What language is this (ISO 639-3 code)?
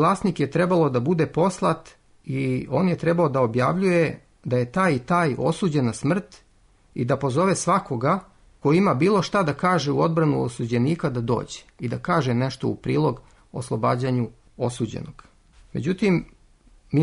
srp